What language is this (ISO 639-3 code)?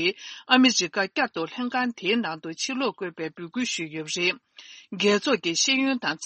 bod